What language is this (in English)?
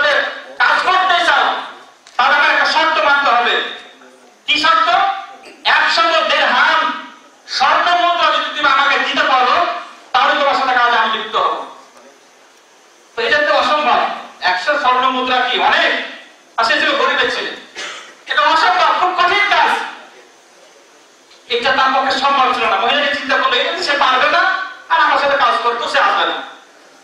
Bangla